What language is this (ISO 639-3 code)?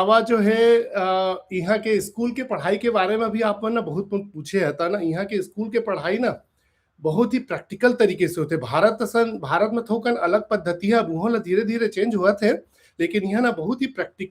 hne